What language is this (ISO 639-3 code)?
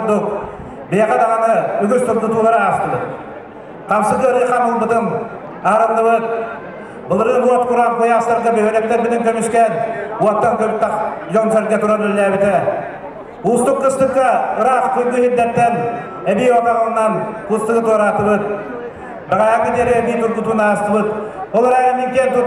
sah